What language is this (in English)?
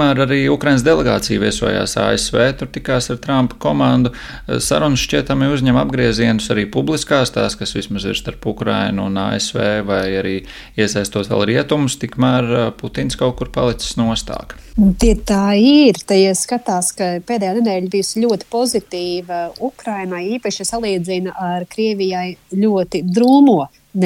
Latvian